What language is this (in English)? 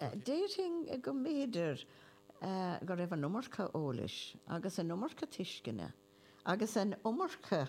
Irish